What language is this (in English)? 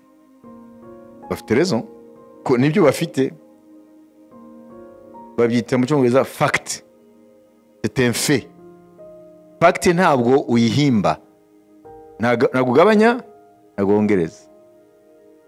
Kinyarwanda